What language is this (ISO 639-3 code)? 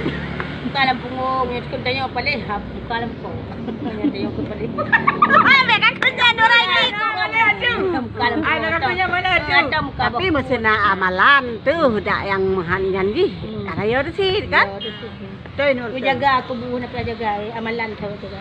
ace